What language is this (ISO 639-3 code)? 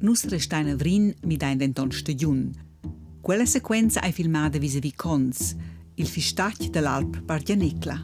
roh